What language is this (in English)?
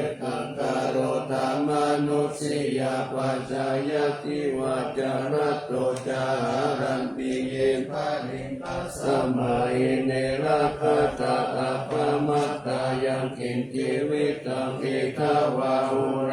Pali